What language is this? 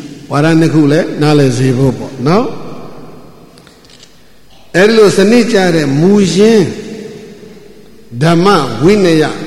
Burmese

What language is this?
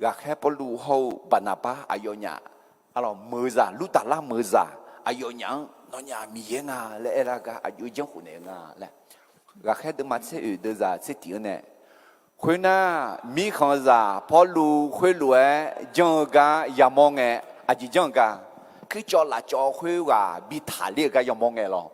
Akha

